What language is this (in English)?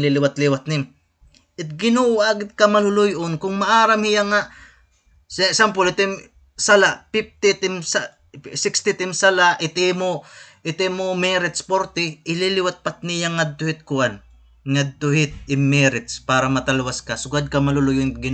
Waray